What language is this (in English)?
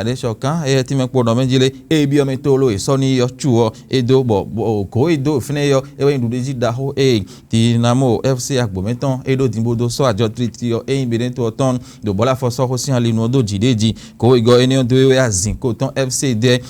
Fon